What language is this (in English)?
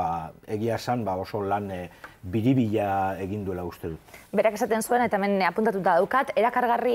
Basque